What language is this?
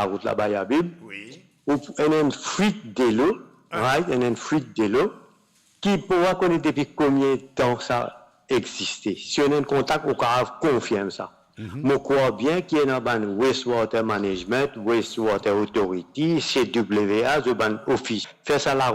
Morisyen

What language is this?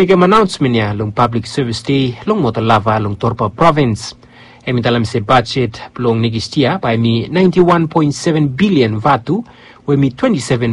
Bislama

